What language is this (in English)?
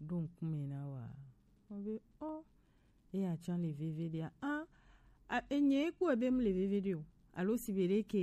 Gen